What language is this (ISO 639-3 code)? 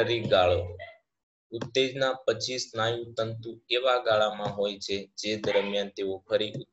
guj